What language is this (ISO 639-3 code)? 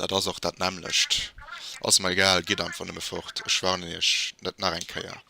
ltz